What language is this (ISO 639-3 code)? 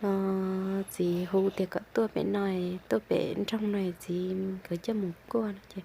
hmn